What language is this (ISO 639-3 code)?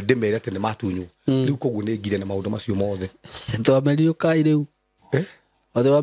kik